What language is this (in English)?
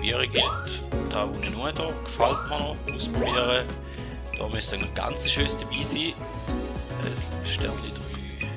Swiss German